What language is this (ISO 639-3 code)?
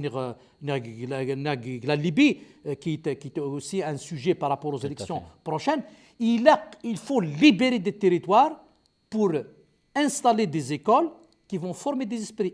kab